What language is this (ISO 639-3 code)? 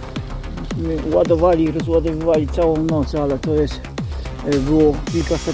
pol